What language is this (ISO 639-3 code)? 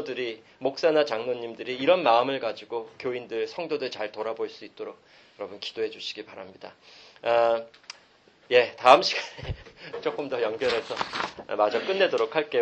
kor